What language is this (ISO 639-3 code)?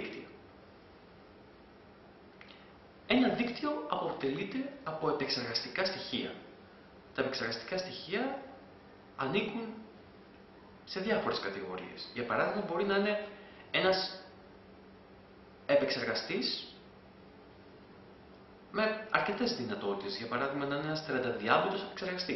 ell